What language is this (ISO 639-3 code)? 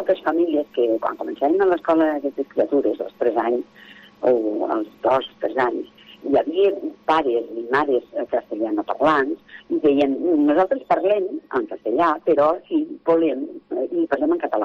cat